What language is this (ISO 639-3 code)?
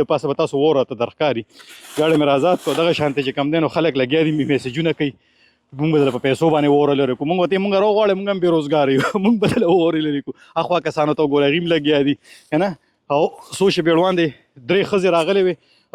pus